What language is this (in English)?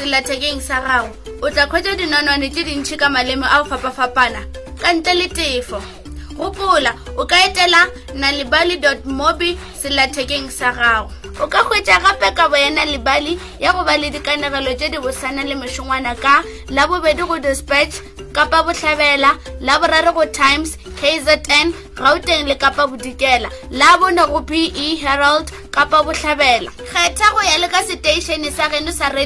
Northern Sotho